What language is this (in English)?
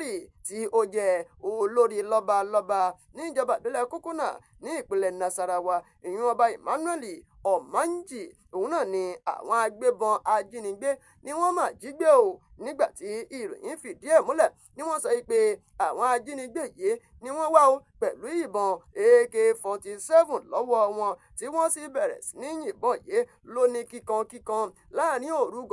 Yoruba